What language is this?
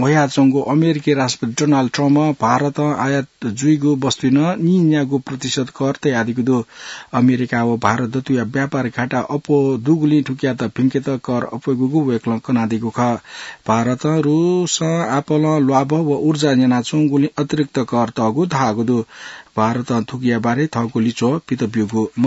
Newari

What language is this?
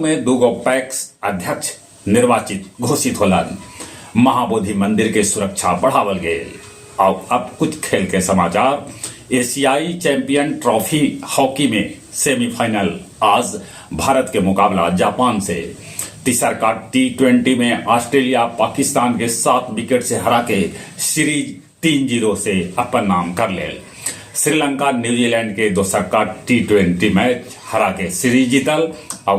Magahi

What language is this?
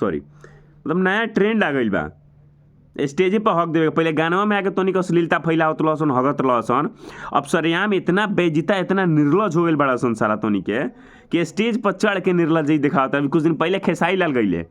Bhojpuri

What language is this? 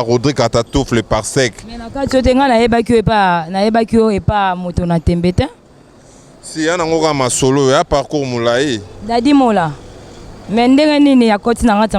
Lingala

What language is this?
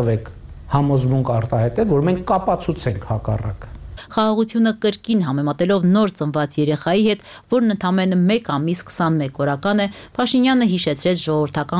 Armenian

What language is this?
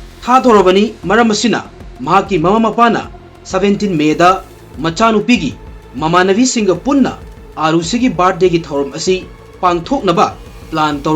Manipuri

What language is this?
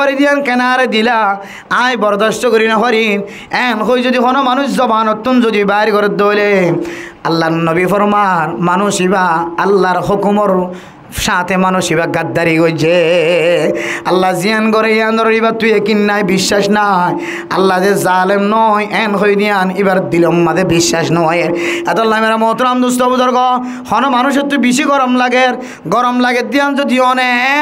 Rohingya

